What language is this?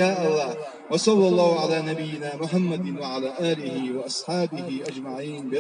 Chechen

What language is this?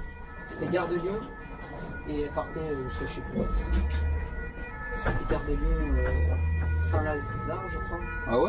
French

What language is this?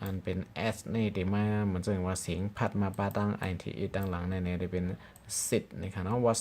Shan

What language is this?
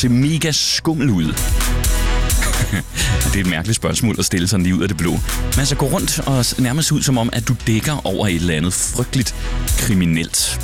Danish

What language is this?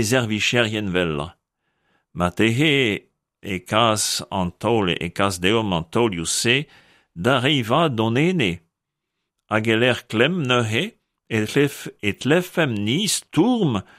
Breton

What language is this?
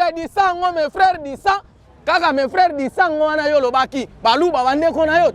Lingala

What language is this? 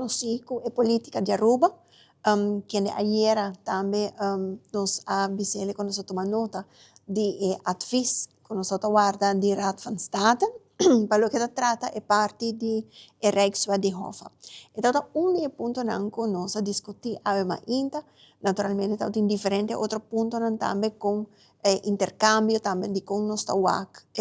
Papiamento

